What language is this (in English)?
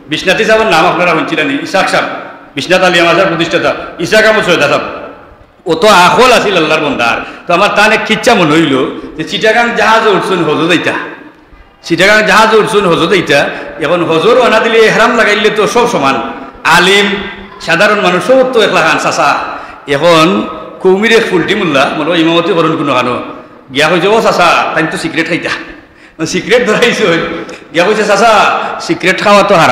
Sylheti